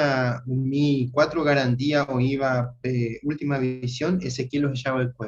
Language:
Guarani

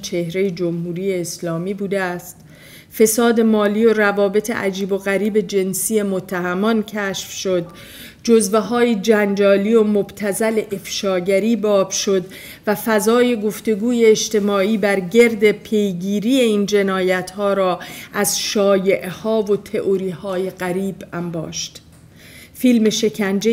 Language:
Persian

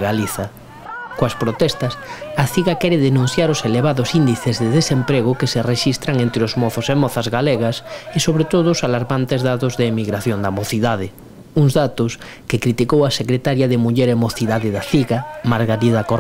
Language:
Galician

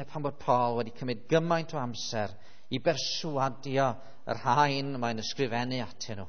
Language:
Welsh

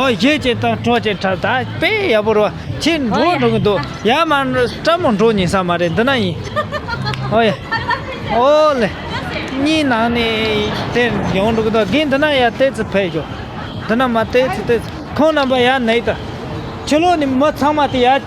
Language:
Tibetan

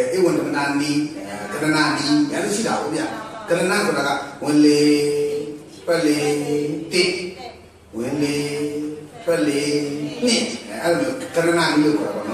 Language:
Burmese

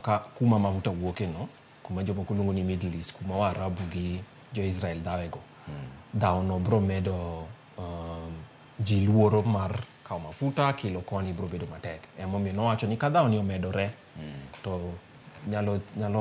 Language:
Luo (Kenya and Tanzania)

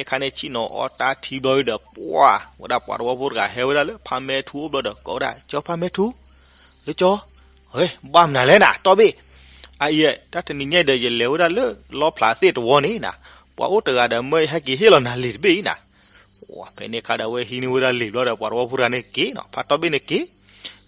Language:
S'gaw Karen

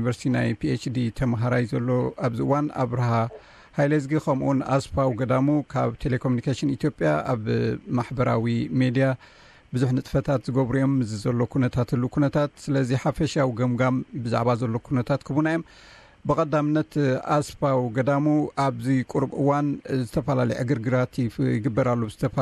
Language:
Tigrinya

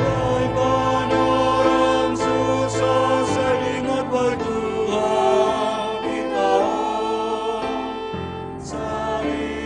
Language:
Batak Simalungun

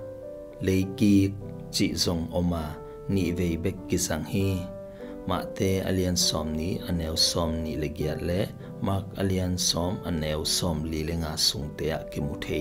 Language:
Tedim Chin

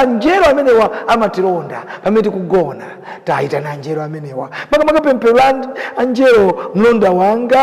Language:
Nyanja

